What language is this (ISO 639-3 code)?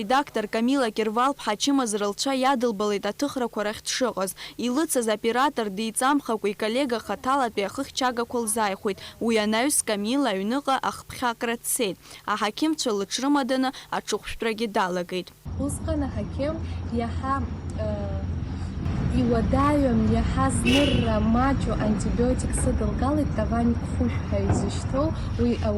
abk